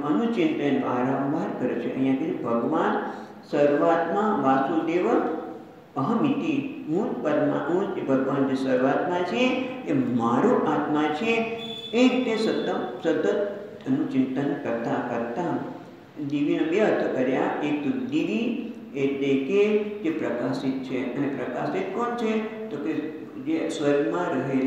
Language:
Gujarati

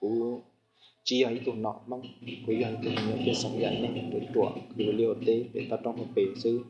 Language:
Hmong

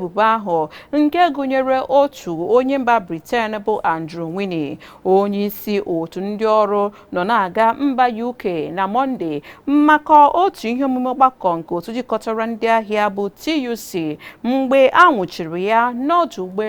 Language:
Igbo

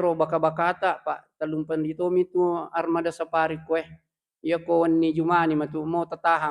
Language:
Buginese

